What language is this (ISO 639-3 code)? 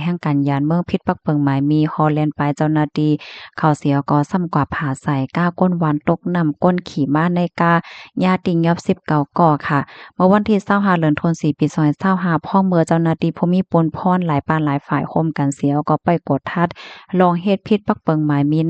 shn